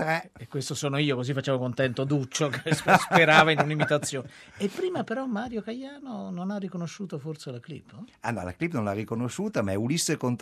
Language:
Italian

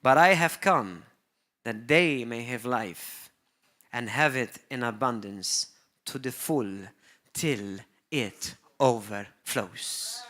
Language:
English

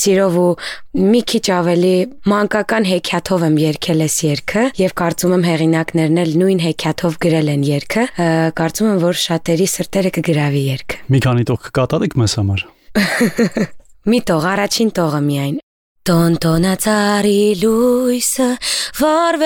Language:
Armenian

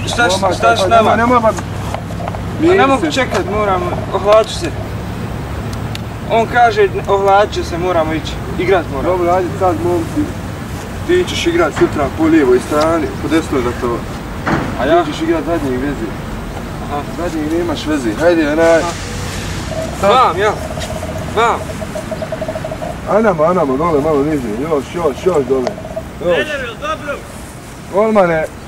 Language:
Bosnian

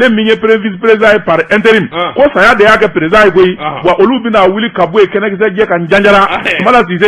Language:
Bambara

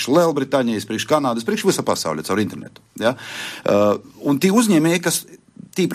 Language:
Latvian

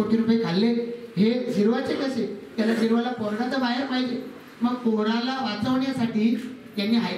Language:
Marathi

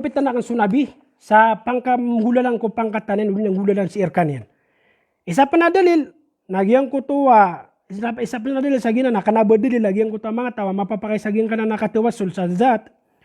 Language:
Maranao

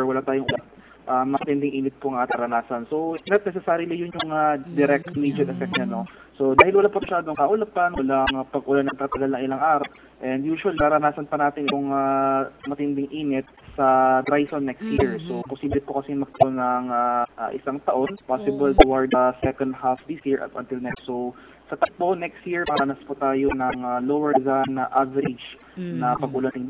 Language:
Filipino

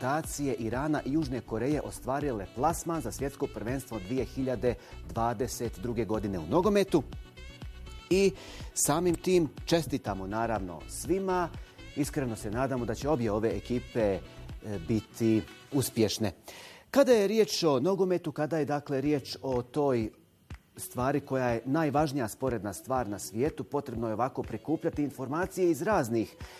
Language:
Bosnian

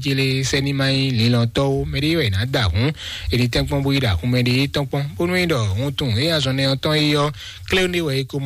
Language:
Fon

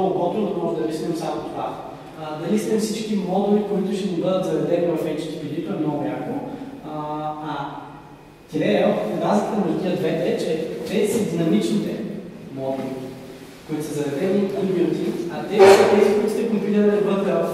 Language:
Bulgarian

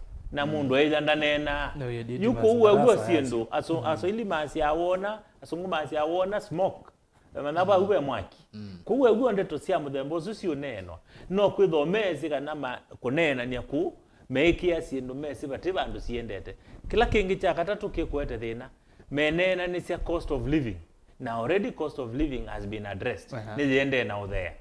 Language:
Kamba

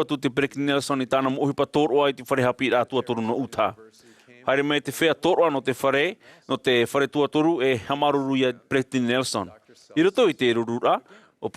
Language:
Tahitian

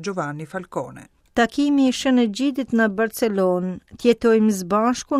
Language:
Albanian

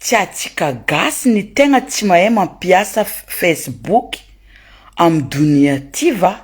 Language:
Malagasy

